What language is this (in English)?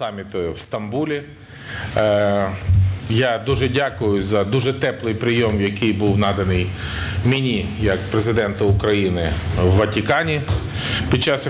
Ukrainian